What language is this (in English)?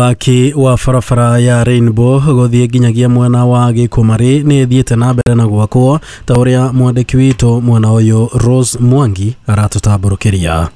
Kikuyu